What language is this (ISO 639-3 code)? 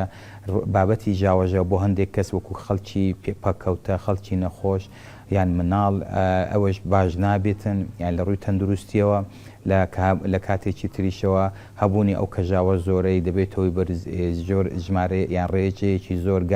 ckb